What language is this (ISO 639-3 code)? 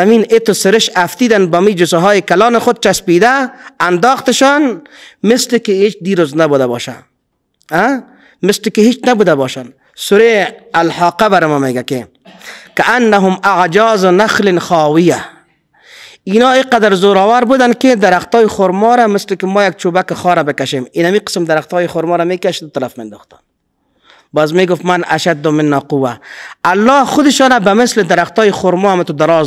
fas